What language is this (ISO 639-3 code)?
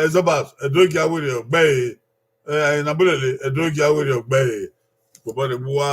bin